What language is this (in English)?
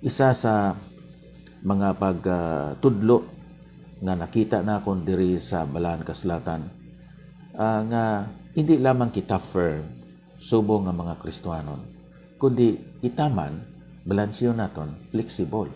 Hiligaynon